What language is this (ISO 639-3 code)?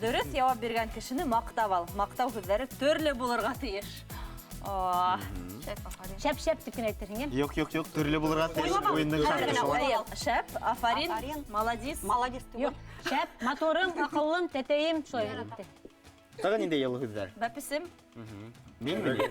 bak